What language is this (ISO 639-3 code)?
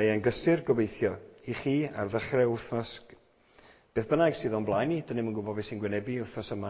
cym